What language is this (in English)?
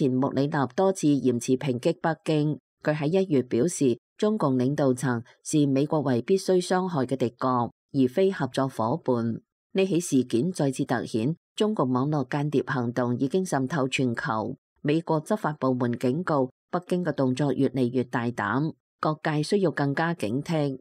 Cantonese